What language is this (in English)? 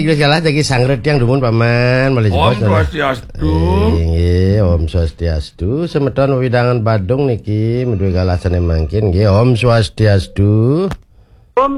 Balinese